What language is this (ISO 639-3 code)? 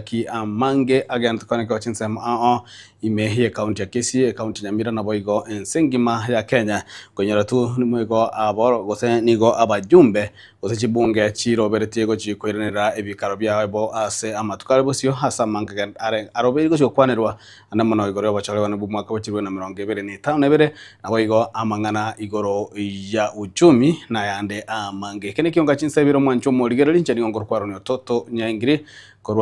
guz